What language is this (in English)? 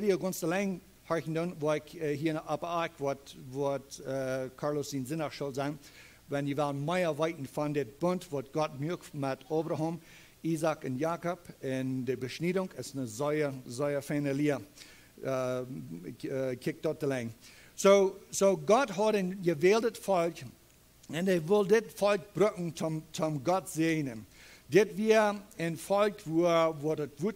Plautdietsch